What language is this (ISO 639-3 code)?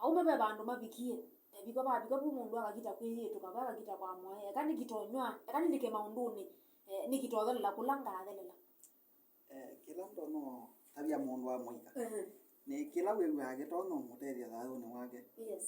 kam